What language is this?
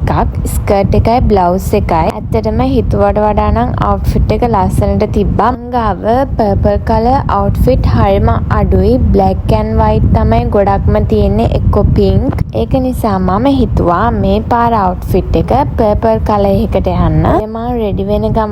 Sinhala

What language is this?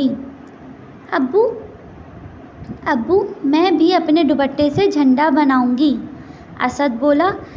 Urdu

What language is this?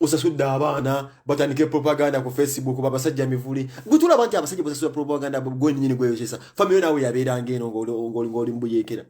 Ganda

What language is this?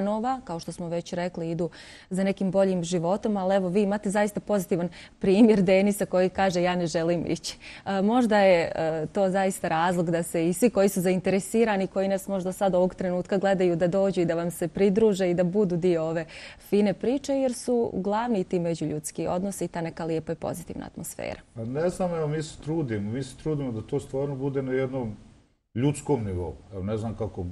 Bosnian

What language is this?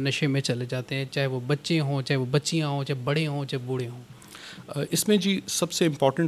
Urdu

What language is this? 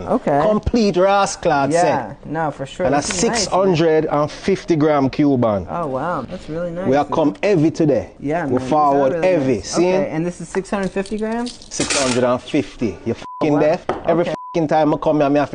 Jamaican Creole English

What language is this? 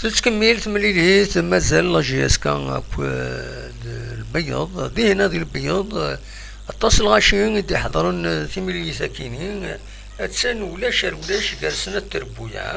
Kabyle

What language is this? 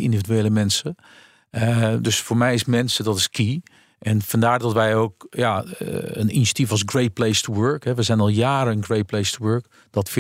Dutch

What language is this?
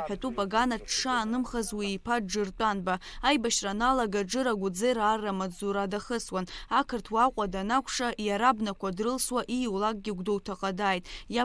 Abkhazian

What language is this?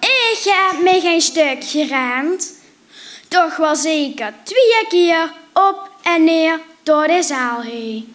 Limburgish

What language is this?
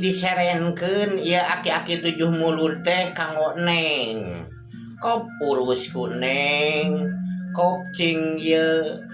Sundanese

